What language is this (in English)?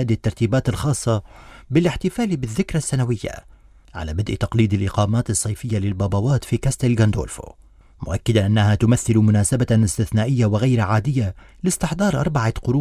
Arabic